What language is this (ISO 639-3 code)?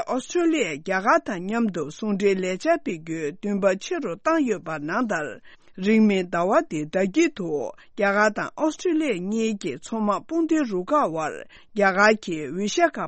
bod